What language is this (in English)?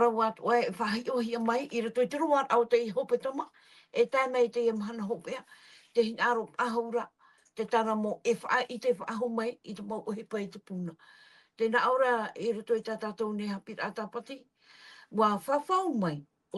Tahitian